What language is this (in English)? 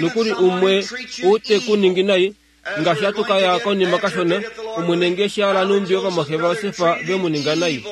Kuanyama